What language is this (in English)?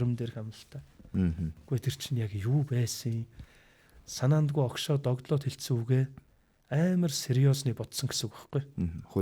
Mongolian